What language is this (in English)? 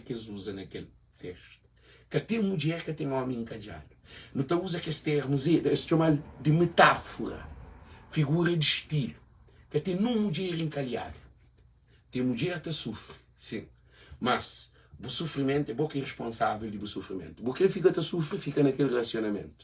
Kabuverdianu